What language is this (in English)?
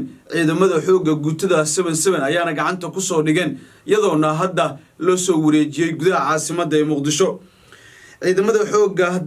Somali